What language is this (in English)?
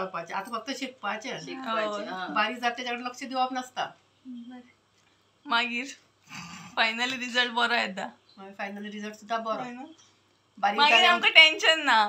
Konkani